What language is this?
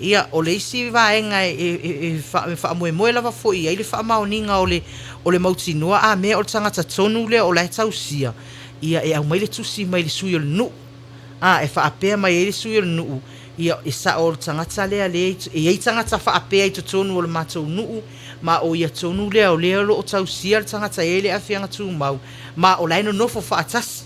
Samoan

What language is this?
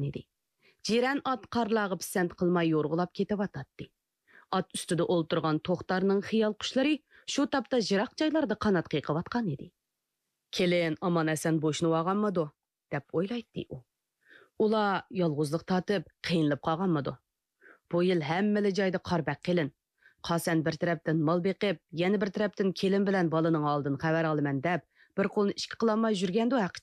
Uyghur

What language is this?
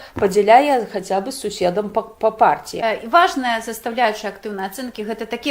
Belarusian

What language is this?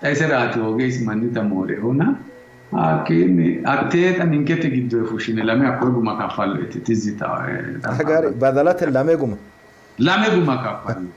Sidamo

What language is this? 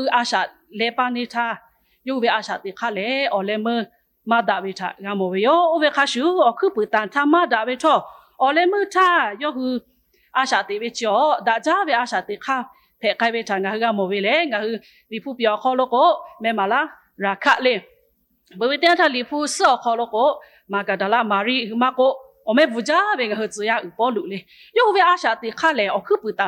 Lahu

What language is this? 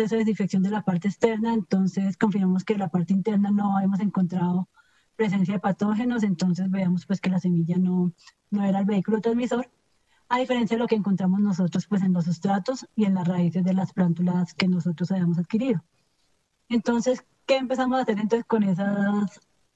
Spanish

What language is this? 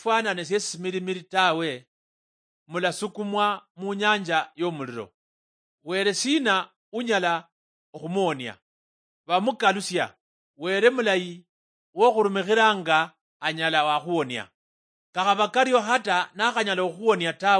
Luyia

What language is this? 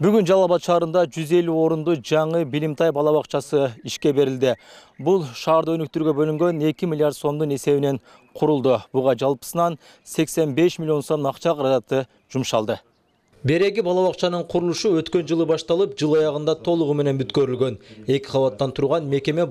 Kyrgyz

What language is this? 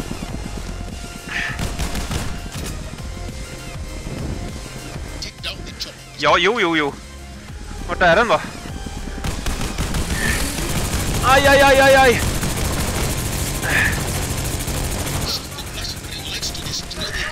Swedish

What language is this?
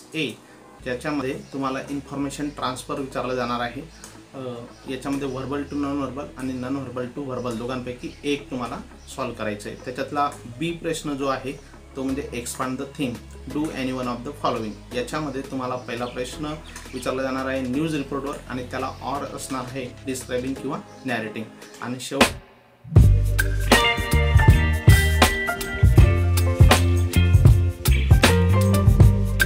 Marathi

